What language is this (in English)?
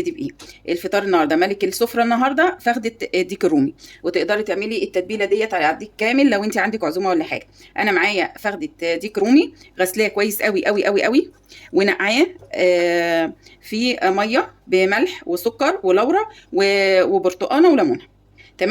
Egyptian Arabic